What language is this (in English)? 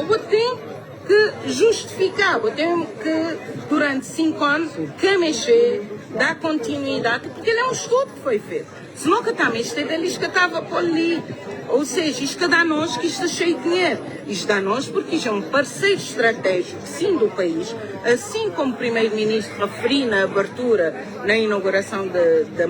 Kabuverdianu